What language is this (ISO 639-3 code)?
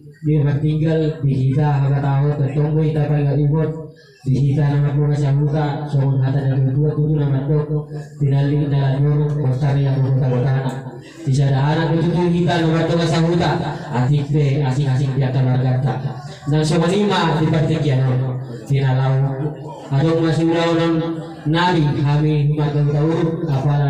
bbc